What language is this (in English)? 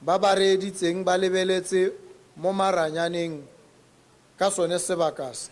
Tswana